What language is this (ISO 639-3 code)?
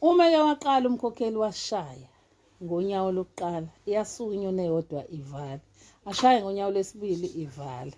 zul